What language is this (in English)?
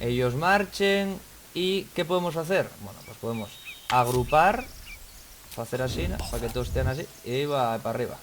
Asturian